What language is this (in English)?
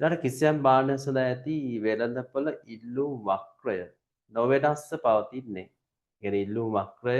Sinhala